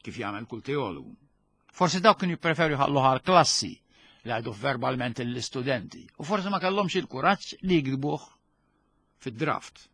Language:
Maltese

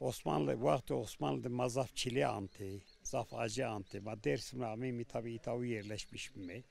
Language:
Zaza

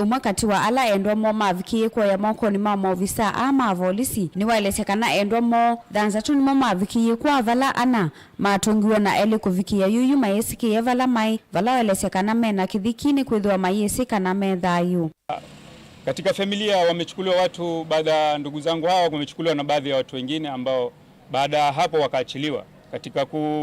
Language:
Kamba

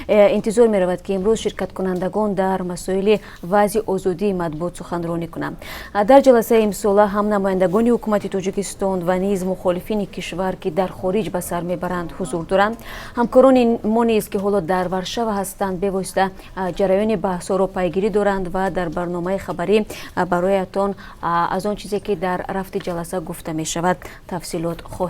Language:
Tajik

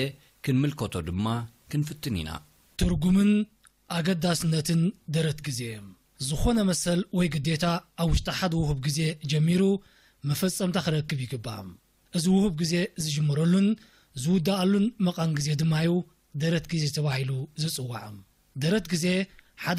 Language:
Tigrinya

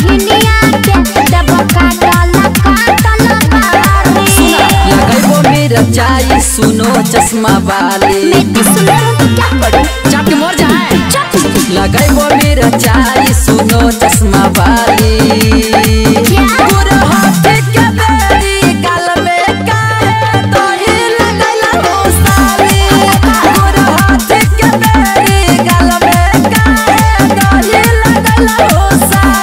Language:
Bhojpuri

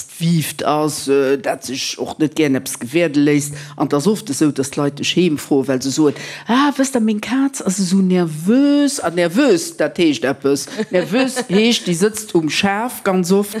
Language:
Luxembourgish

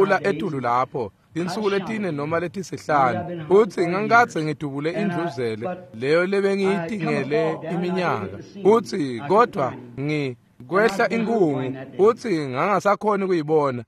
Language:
Swati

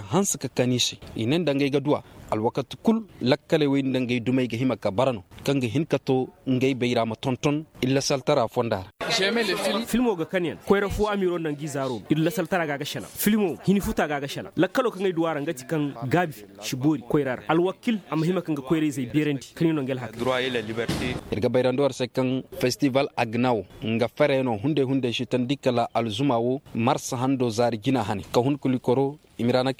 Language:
Koyraboro Senni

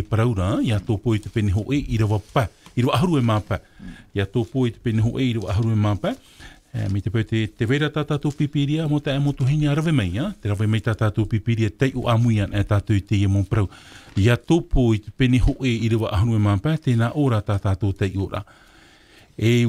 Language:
Tahitian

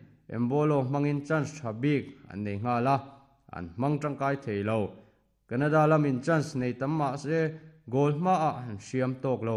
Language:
Mizo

